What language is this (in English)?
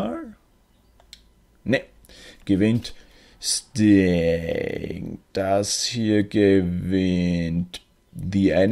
German